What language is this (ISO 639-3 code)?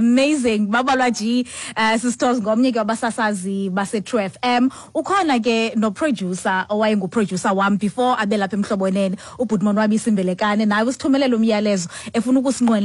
xho